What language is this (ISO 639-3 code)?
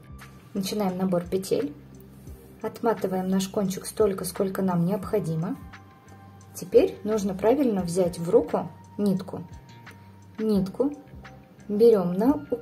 rus